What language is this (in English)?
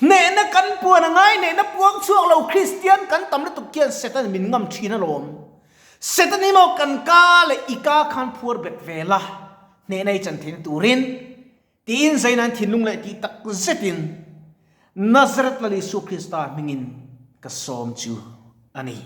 Mizo